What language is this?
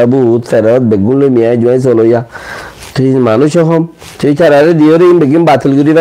Rohingya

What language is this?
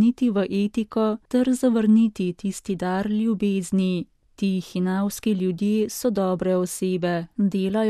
Slovenian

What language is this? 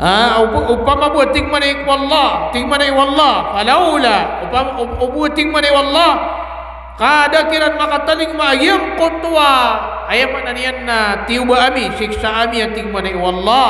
Maranao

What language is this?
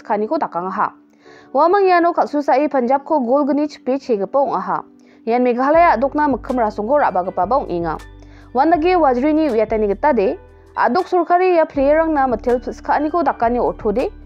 Garo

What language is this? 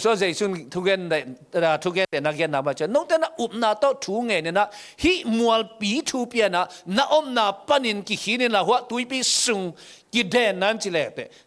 Tedim Chin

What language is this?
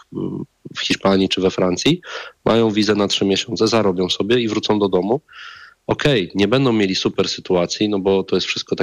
Polish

